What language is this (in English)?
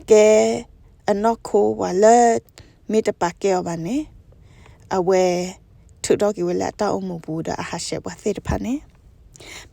S'gaw Karen